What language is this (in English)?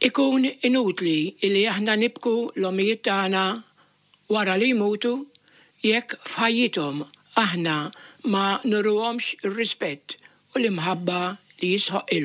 Maltese